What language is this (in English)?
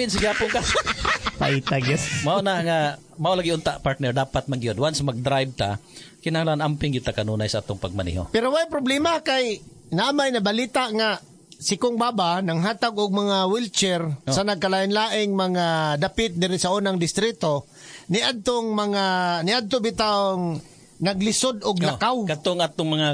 Cebuano